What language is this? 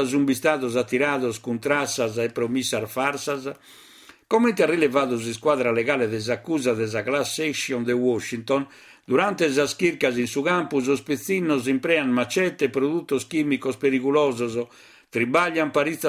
Sardinian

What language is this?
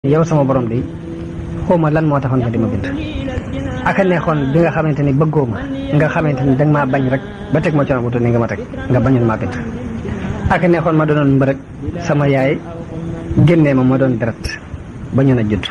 Wolof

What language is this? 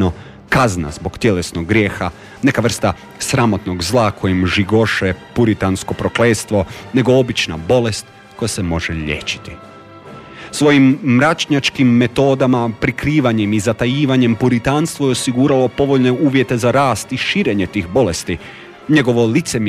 Croatian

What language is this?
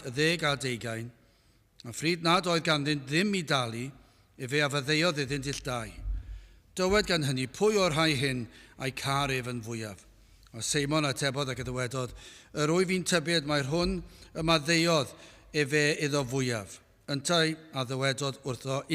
Welsh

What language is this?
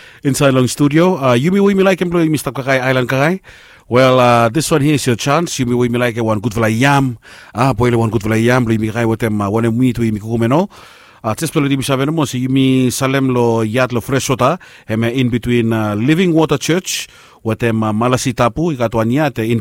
Bislama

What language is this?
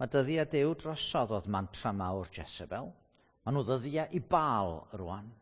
Welsh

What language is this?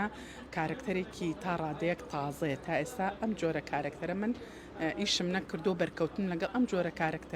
Central Kurdish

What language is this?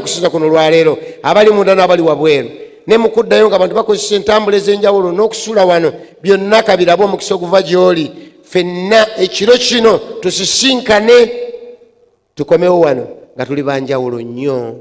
Ganda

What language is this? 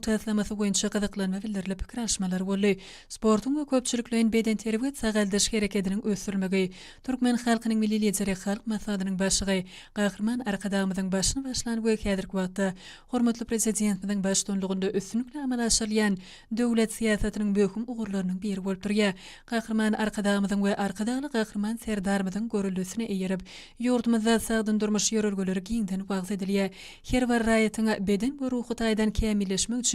Turkmen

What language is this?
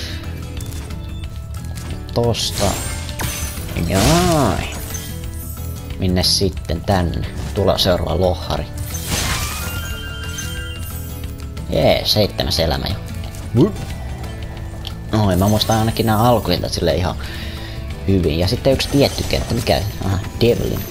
Finnish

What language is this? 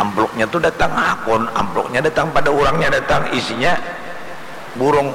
Banjar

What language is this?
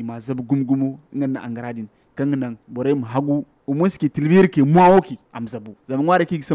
Zarma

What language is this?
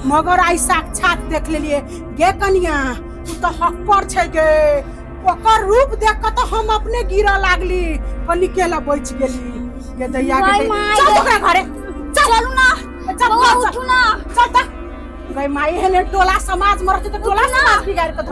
Maithili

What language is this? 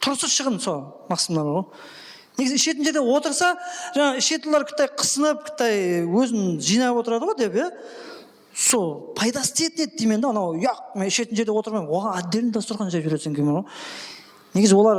Kara-Kalpak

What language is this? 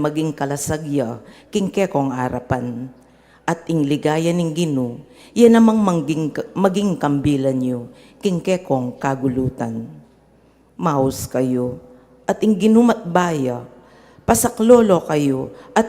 Pampanga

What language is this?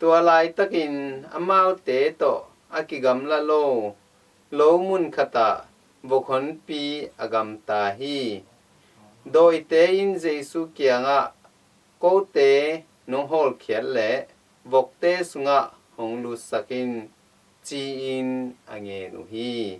Tedim Chin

